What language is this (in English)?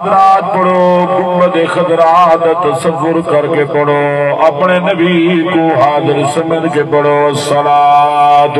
Saraiki